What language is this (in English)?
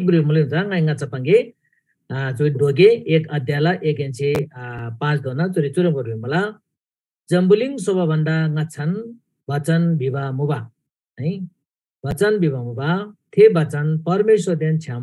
Eastern Tamang